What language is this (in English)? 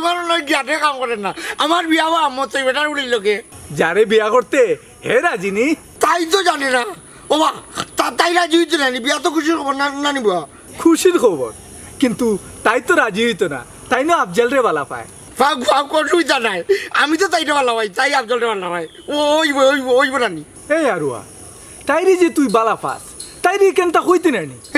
Sylheti